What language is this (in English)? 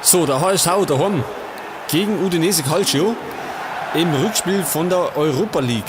Bavarian